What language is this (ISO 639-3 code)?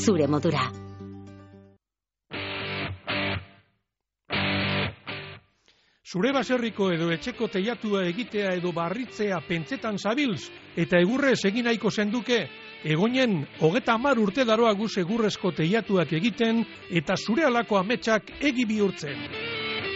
eus